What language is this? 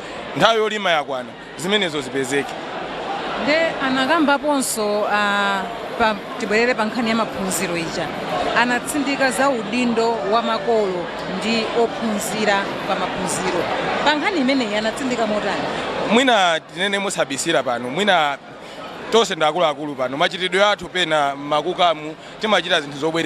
Nyanja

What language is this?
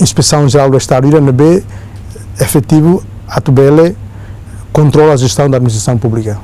Tetum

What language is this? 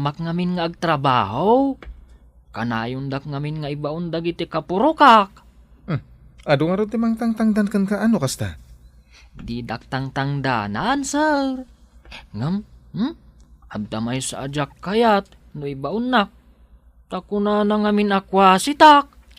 Iloko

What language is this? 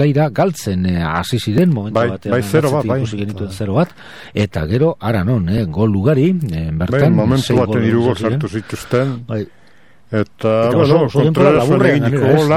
Basque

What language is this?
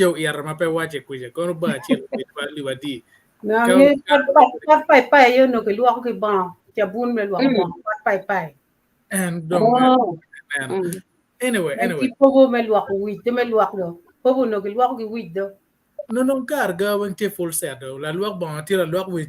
Acoli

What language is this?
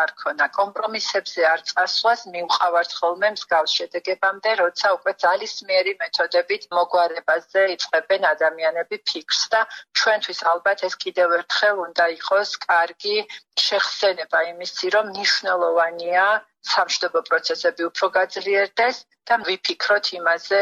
Georgian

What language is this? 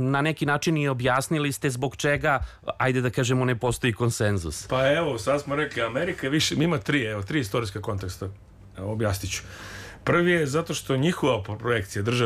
Serbian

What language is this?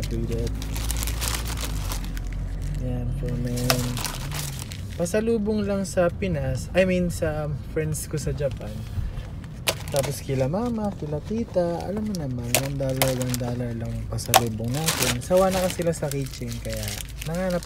Filipino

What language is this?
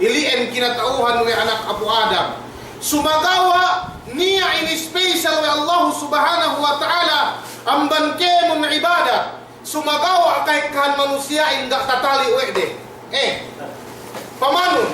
Yakan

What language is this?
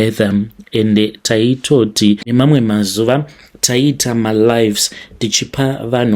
Shona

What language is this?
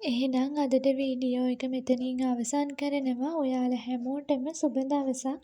Sinhala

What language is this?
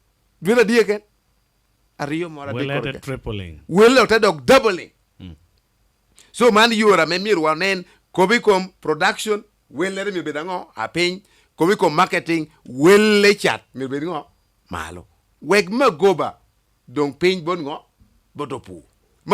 Lango (Uganda)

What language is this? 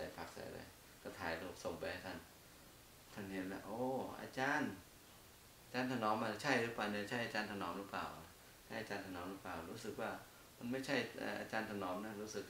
Thai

